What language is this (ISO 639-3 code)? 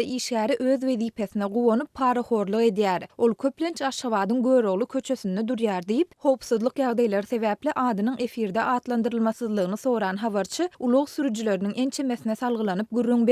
tuk